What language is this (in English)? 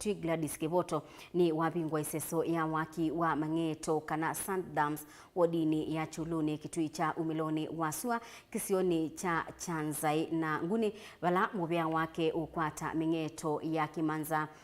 Kamba